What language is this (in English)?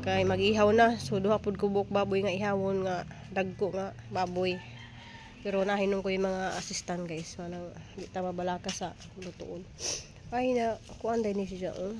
Cebuano